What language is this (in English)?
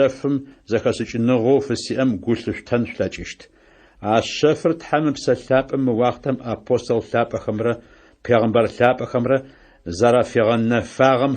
Adyghe